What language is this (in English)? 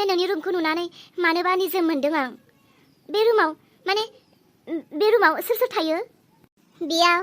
Bodo